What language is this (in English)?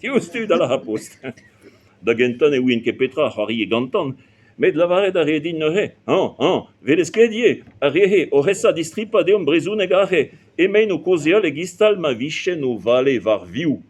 Breton